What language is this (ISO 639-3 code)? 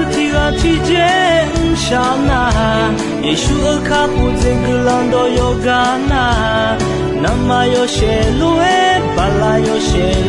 ahk